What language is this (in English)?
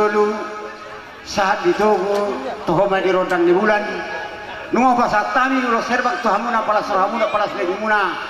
Batak Toba